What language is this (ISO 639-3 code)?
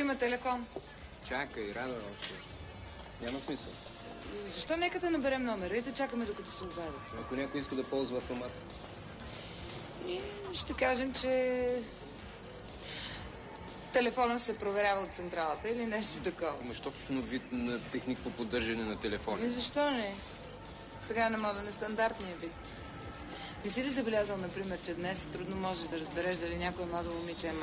bul